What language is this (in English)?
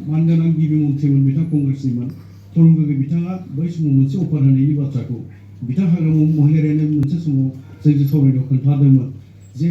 Bodo